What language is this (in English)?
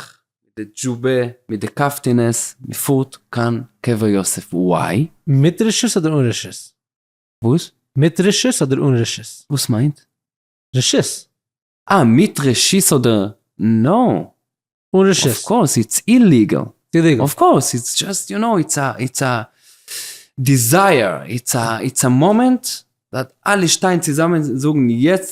Yiddish